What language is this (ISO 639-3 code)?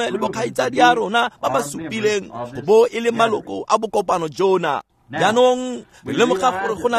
tsn